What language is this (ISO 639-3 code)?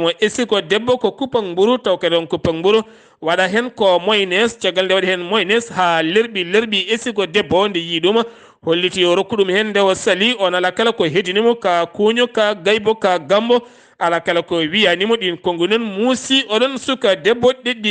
ful